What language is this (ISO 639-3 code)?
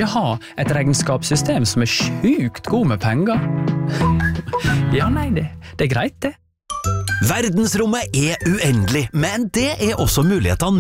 nor